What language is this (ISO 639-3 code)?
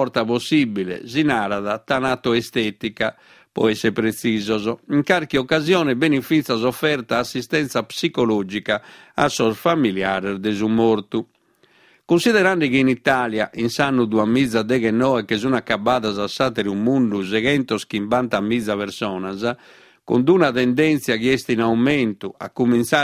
srd